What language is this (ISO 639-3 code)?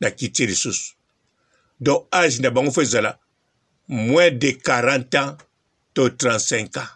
lin